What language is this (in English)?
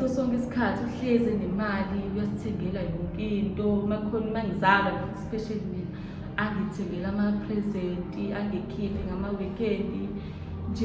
Zulu